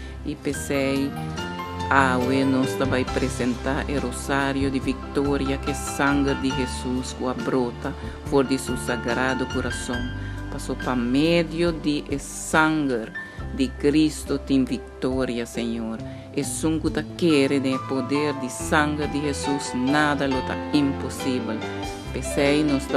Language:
Papiamento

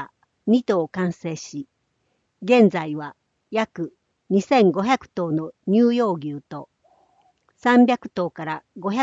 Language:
Japanese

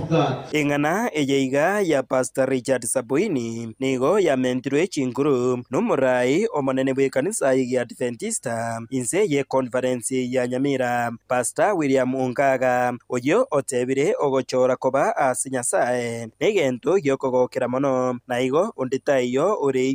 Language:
Gusii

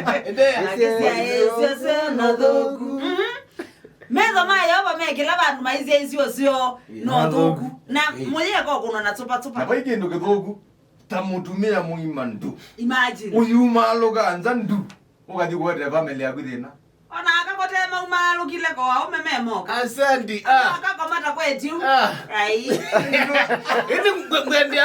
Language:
Kamba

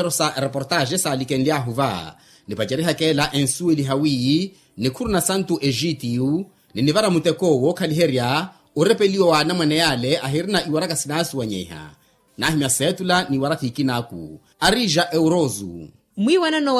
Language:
Makhuwa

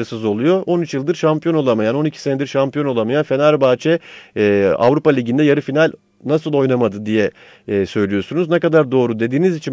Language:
Turkish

